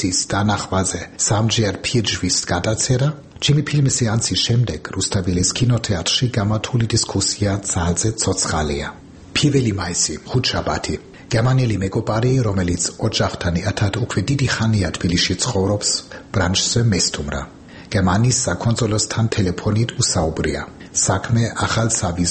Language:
Georgian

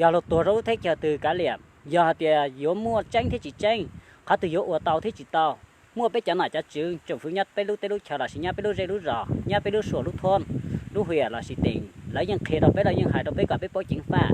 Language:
Hmong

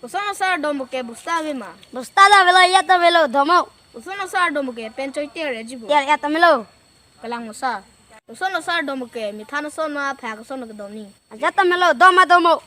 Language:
Karbi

